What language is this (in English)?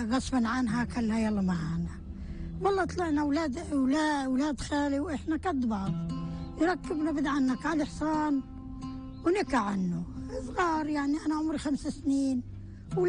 North Levantine Arabic